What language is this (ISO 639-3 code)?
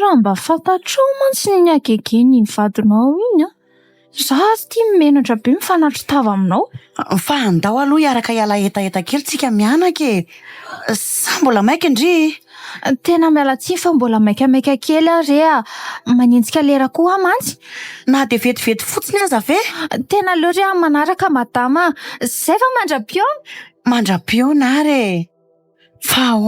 mlg